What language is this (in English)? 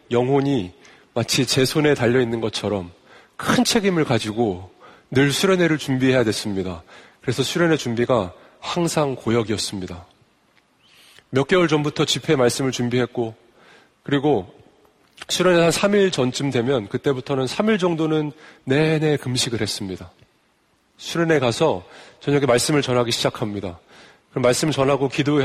Korean